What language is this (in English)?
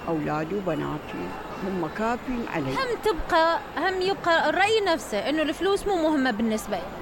Mesopotamian Arabic